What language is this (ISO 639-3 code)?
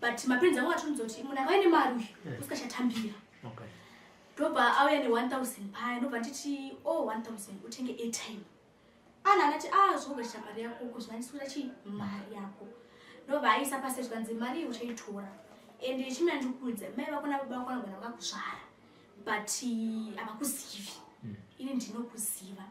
sna